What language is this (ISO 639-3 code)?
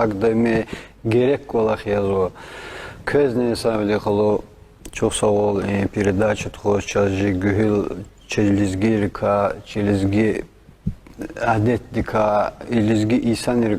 lez